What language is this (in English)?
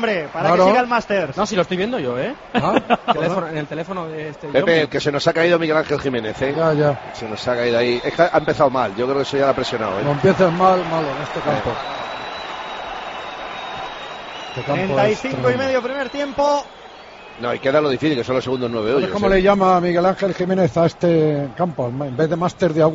Spanish